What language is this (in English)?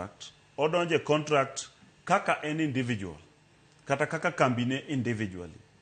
Luo (Kenya and Tanzania)